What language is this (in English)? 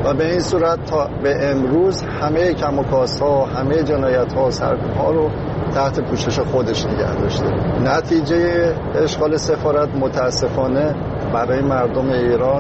Persian